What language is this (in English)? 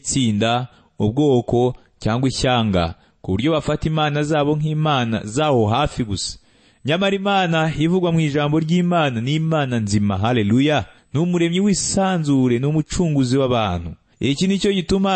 Kinyarwanda